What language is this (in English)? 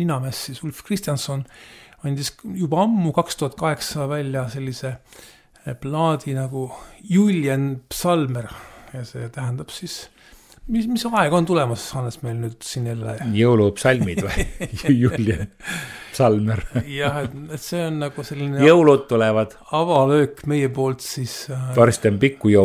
Estonian